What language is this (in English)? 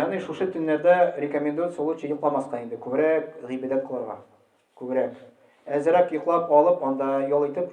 Tatar